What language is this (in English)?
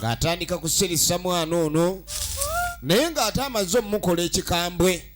Ganda